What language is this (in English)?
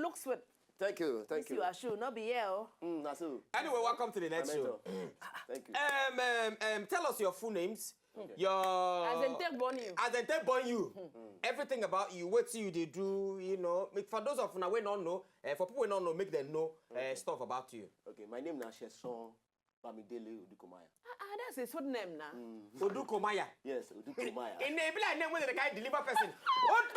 Nigerian Pidgin